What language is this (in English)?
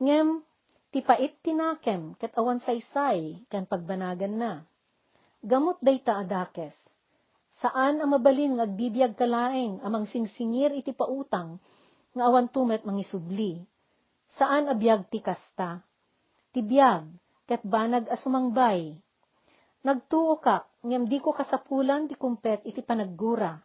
Iloko